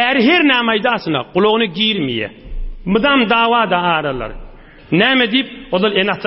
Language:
Turkmen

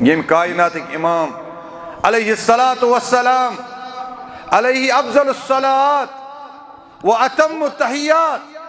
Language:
Kashmiri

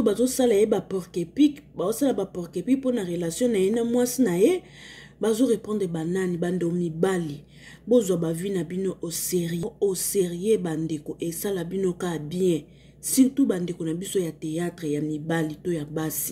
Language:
Lingala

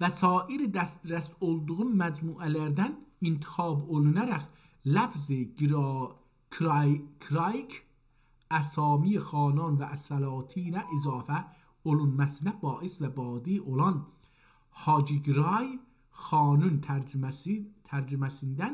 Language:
South Azerbaijani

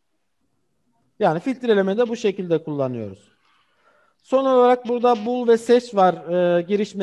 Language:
Turkish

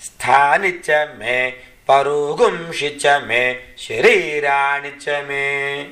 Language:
Sanskrit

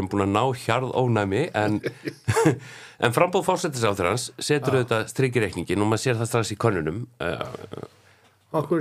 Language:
Icelandic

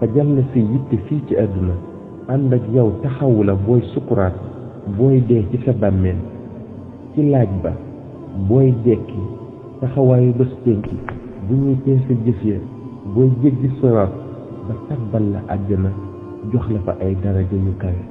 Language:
Wolof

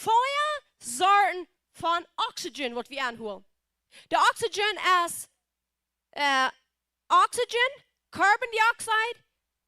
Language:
Plautdietsch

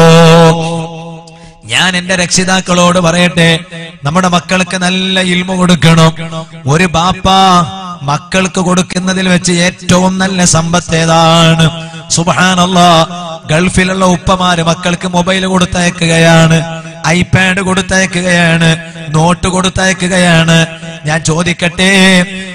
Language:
Malayalam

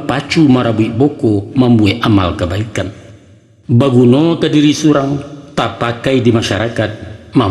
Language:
Minangkabau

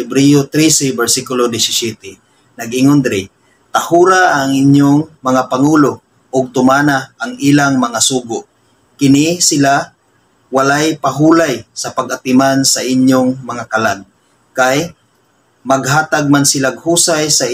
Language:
Cebuano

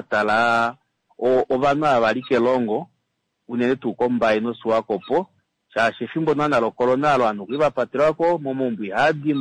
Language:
Kuanyama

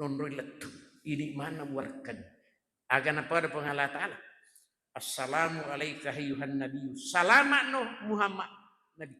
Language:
Buginese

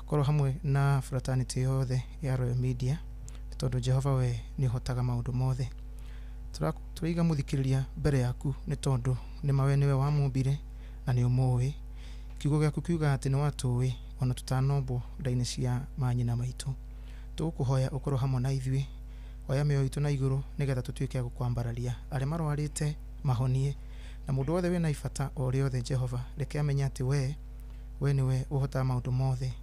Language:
Kikuyu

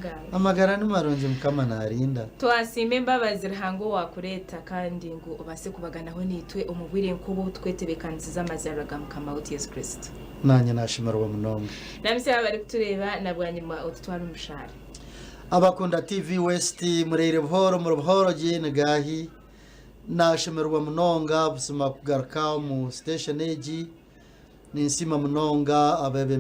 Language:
Nyankole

